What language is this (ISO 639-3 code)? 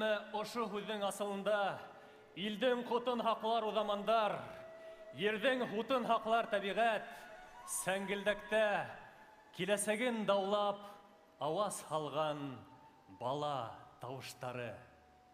bak